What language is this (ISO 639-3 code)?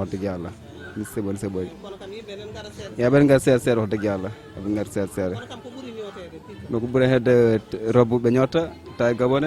ful